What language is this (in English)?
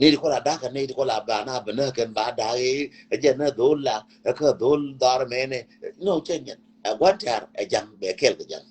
Nuer